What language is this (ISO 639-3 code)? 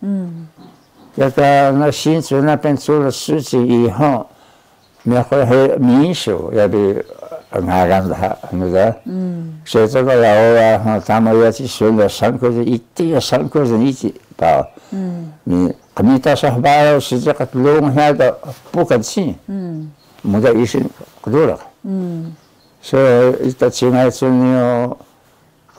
trv